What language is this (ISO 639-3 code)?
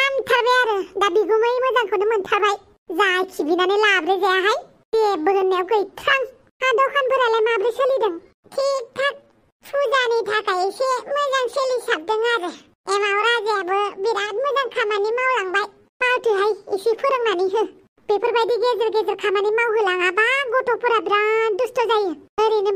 brx